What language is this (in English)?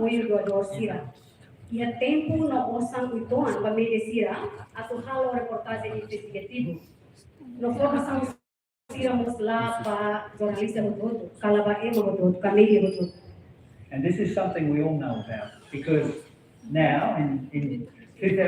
Tetum